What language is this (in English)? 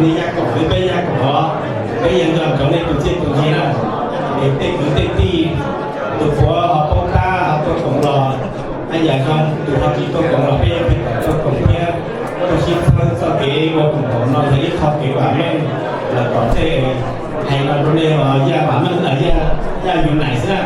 Hmong